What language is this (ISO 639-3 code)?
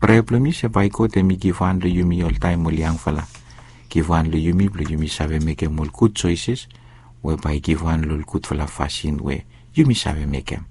bis